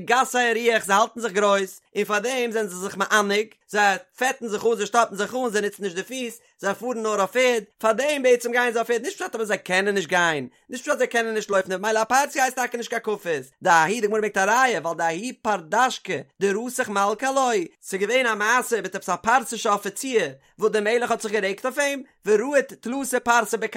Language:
Yiddish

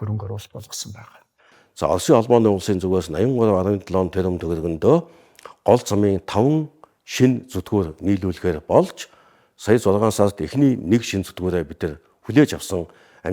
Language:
Mongolian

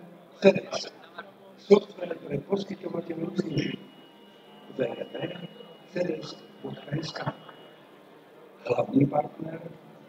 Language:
Slovak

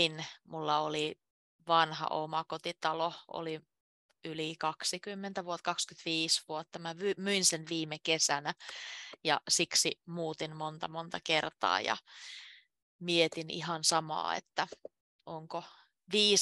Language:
Finnish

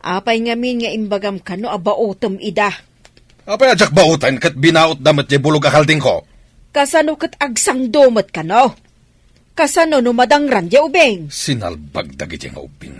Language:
Iloko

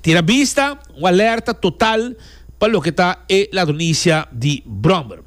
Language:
Papiamento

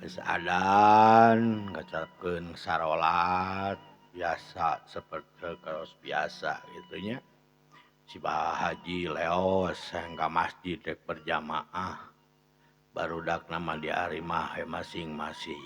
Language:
Sundanese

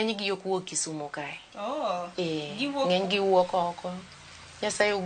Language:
Luo (Kenya and Tanzania)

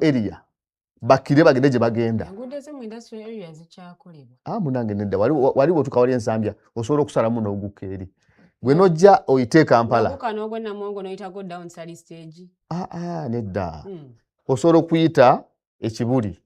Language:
Ganda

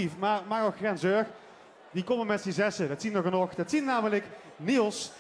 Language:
Limburgish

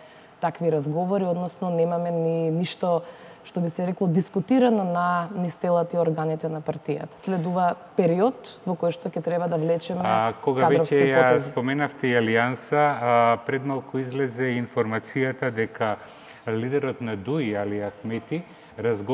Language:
Macedonian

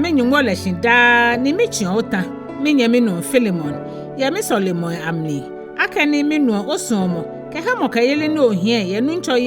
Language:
Ga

